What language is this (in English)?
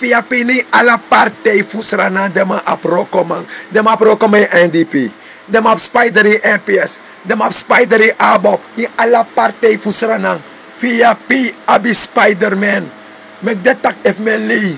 Sranan Tongo